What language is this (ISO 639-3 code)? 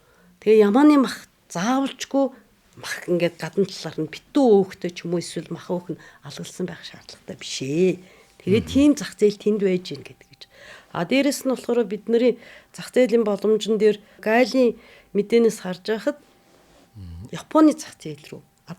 mon